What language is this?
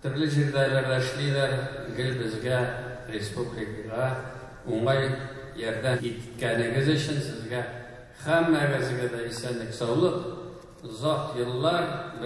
Tatar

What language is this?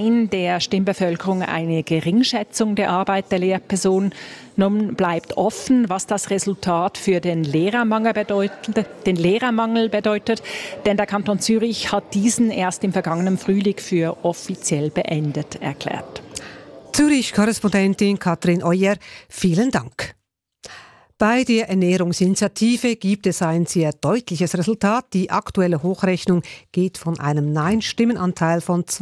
German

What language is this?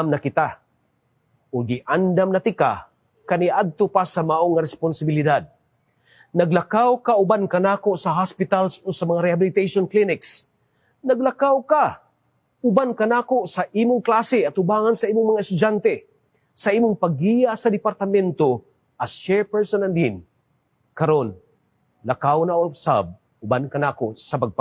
Cebuano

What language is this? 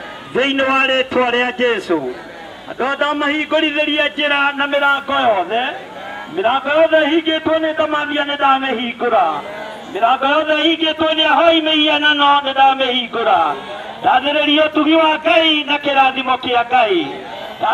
Kikuyu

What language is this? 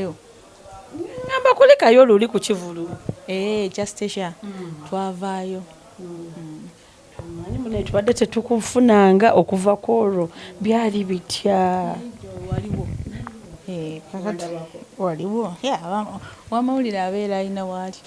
Ganda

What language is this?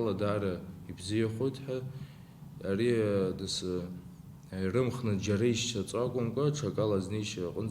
Abkhazian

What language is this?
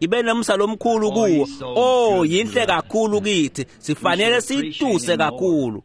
Swati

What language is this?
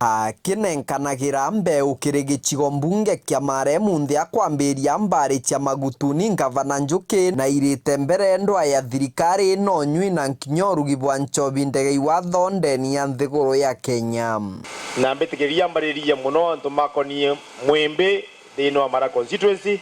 Meru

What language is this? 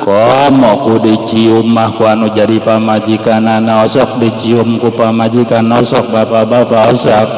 Sundanese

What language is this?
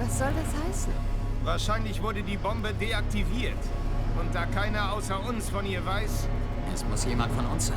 Bavarian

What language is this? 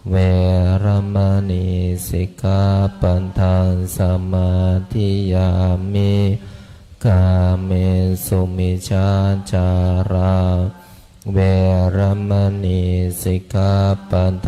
Pali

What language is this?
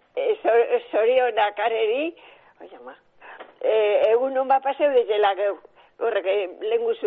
Basque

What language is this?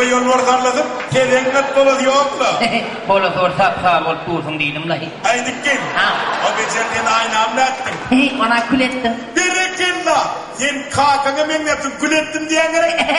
Turkmen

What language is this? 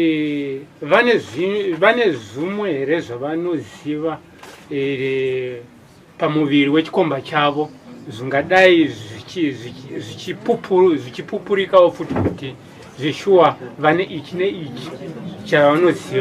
Shona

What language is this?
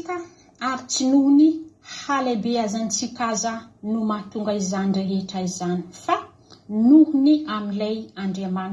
Malagasy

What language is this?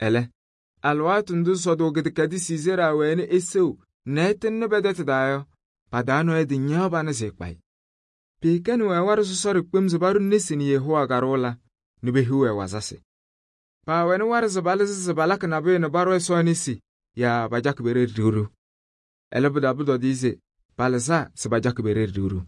Kabiyè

